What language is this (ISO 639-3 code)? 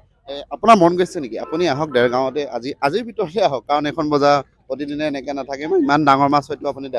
asm